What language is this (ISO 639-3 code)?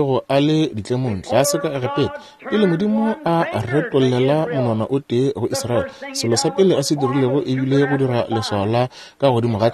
nso